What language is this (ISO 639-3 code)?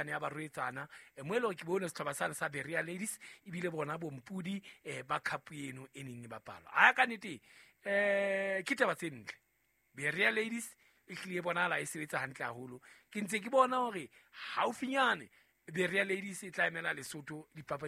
sot